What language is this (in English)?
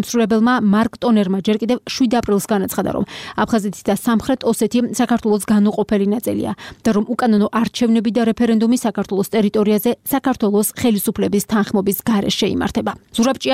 Georgian